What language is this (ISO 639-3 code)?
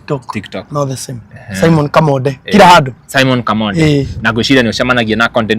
kik